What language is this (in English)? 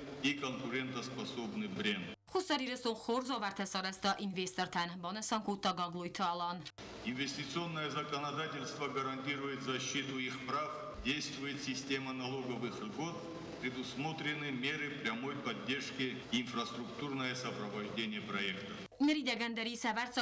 Ossetic